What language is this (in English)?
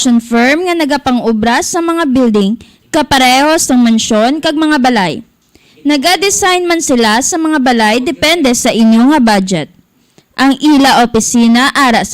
Hiligaynon